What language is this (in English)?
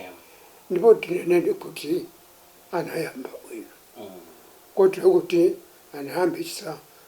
Nyanja